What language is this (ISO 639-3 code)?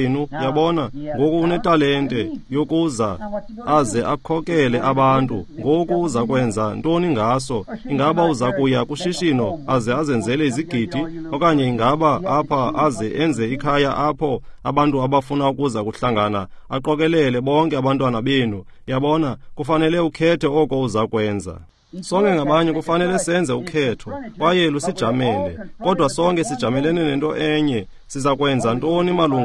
xho